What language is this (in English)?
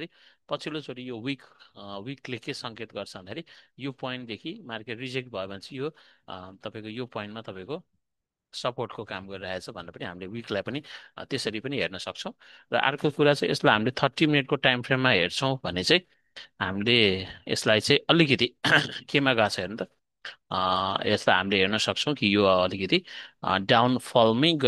Nepali